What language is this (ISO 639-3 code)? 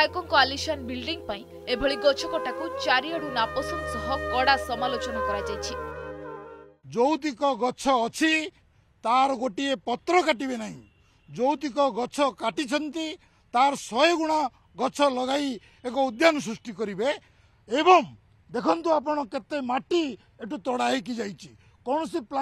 ori